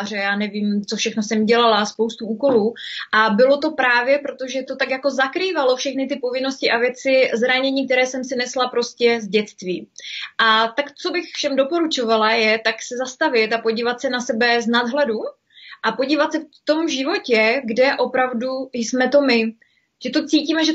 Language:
Czech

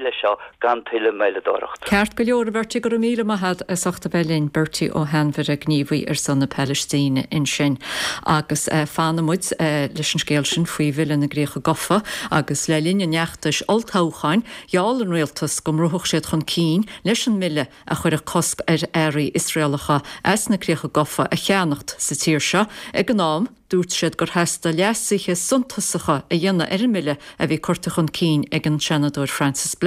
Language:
Irish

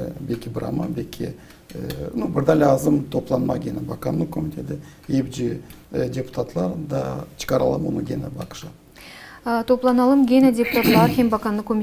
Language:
Gagauz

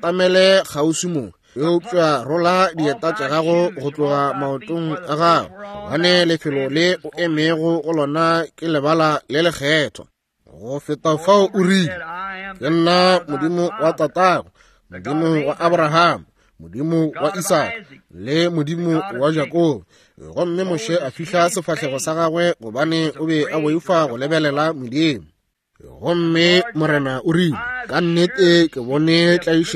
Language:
Northern Sotho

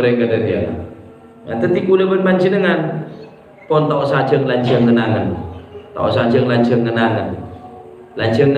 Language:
Madurese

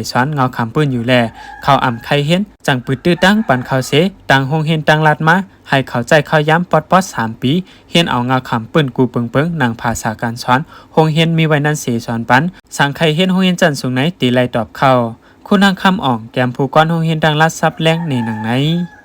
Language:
Shan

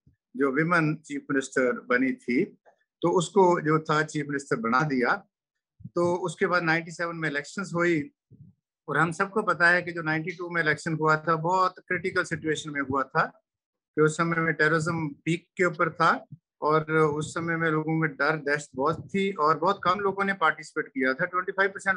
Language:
Hindi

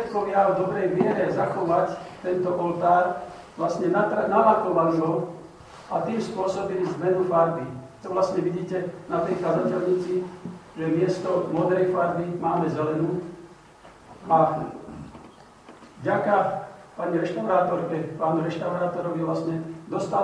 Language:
Slovak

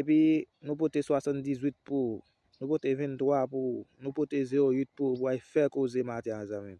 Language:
Haitian Creole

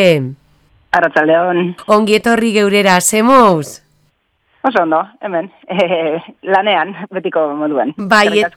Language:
Basque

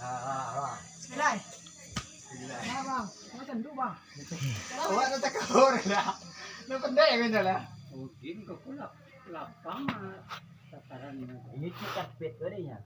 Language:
Minangkabau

